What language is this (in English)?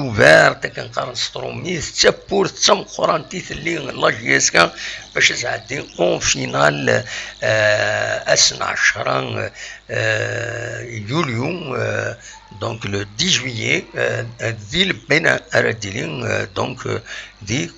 Kabyle